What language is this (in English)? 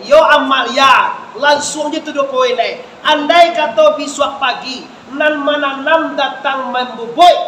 Minangkabau